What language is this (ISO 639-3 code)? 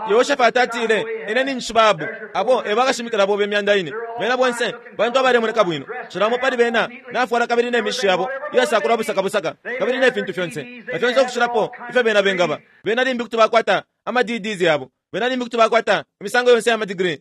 bem